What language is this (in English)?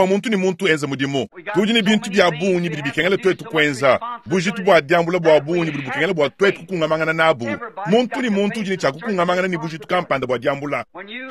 Luba-Lulua